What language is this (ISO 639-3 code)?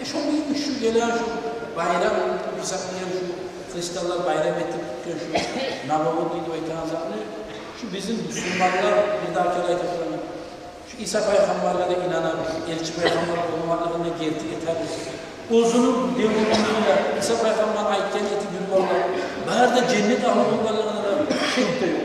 kum